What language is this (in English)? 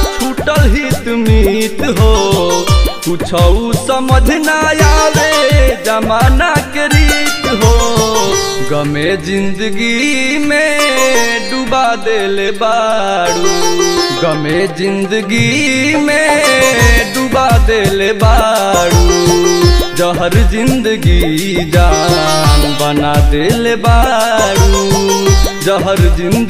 Bhojpuri